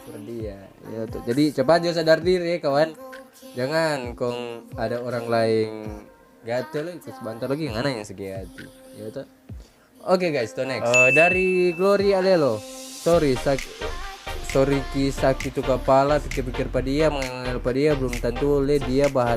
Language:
Manado Malay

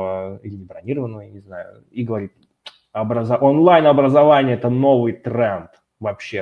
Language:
Russian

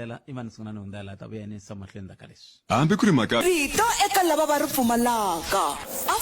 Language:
Tsonga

